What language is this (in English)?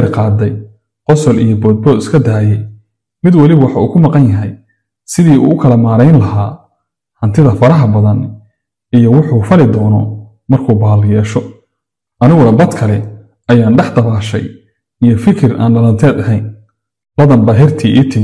Somali